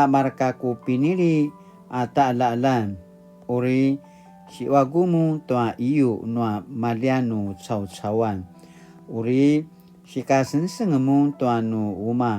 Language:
Paiwan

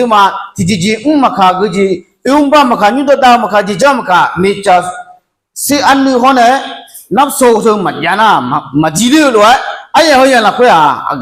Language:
Akha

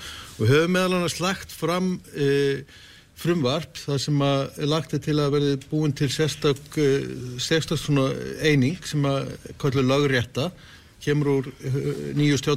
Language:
Icelandic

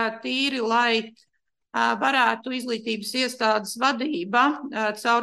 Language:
Latvian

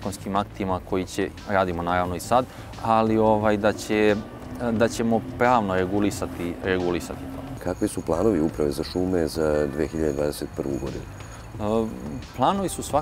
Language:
Serbian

